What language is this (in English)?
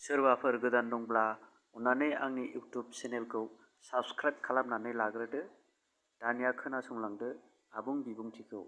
Bodo